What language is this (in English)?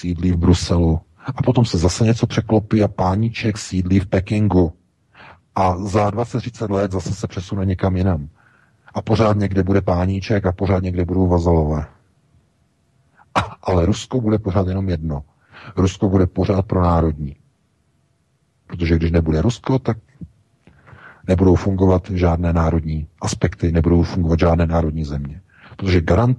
Czech